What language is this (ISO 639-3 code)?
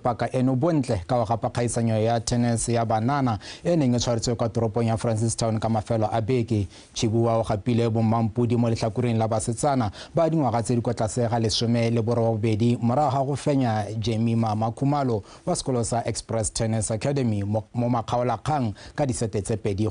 tsn